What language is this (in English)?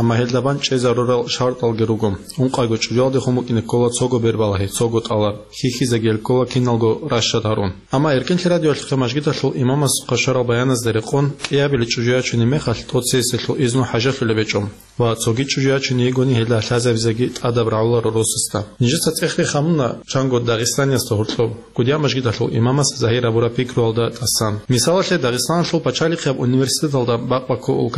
Avaric